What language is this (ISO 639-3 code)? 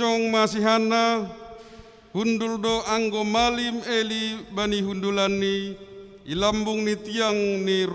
bts